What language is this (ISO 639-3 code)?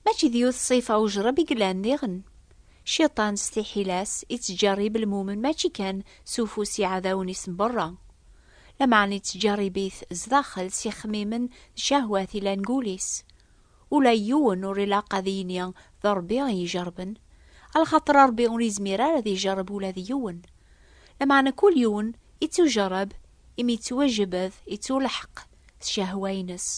kab